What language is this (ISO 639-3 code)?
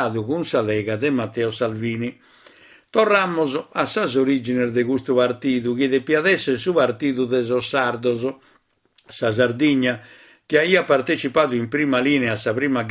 srd